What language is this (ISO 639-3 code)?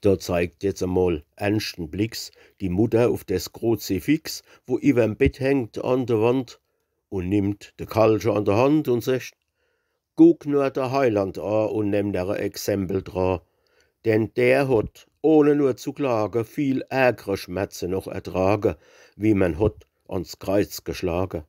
pfl